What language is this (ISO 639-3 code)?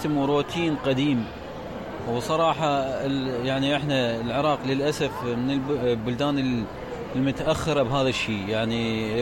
acm